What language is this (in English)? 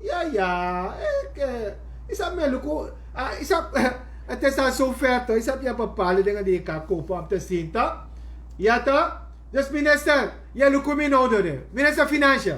Sranan Tongo